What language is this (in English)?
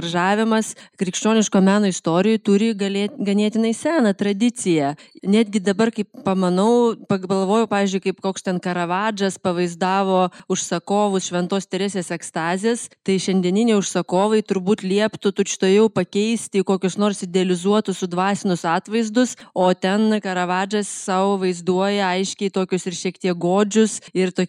Lithuanian